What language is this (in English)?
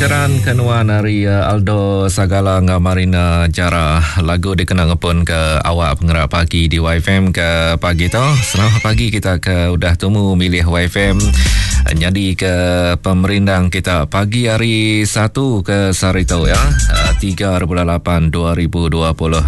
Iban